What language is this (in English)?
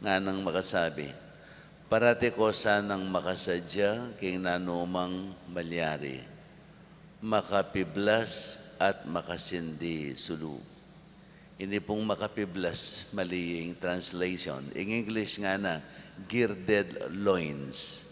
Pampanga